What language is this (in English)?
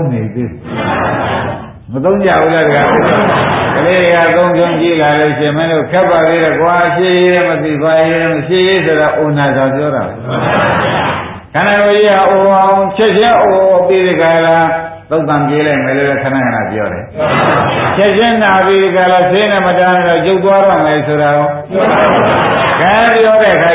Burmese